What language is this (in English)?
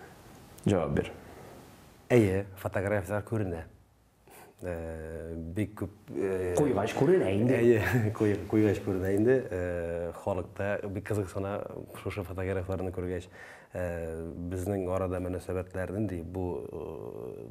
Tatar